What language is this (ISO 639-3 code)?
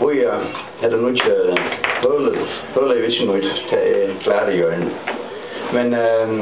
fao